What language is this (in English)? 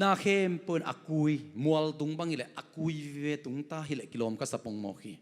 Tedim Chin